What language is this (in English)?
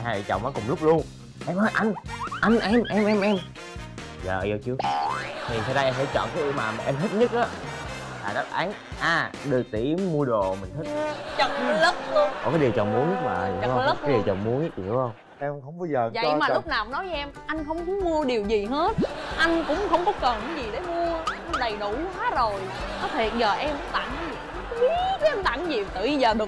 Vietnamese